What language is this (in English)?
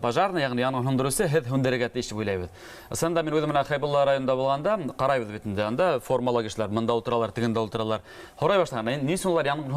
Bashkir